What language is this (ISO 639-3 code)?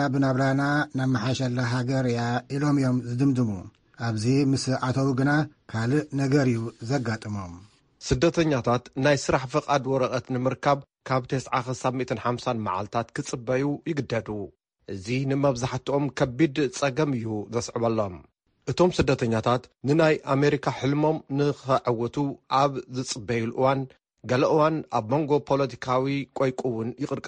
tir